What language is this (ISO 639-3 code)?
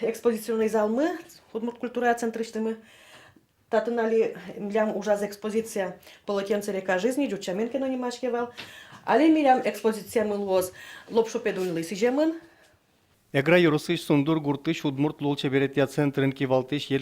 udm